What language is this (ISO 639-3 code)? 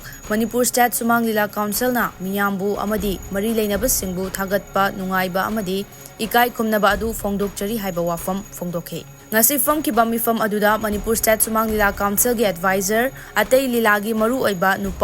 mni